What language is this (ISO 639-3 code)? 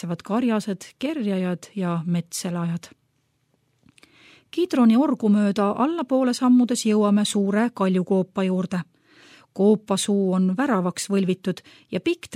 est